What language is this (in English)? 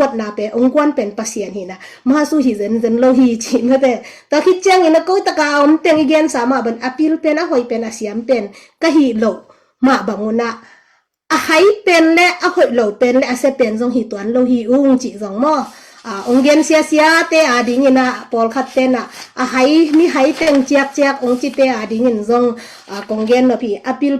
Tedim Chin